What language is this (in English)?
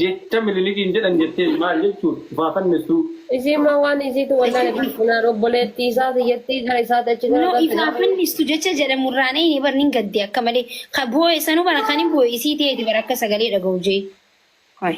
Oromo